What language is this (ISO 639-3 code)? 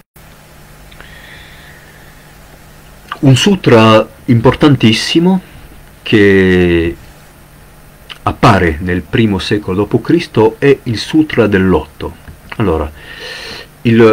ita